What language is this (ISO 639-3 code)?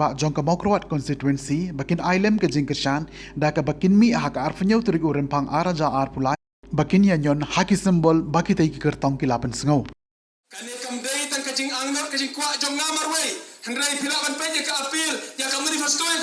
kha